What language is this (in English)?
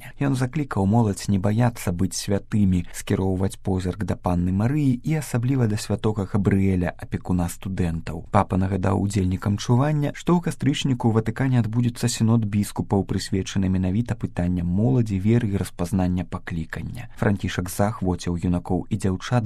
Belarusian